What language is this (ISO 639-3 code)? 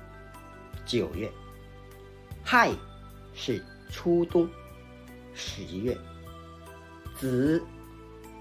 zho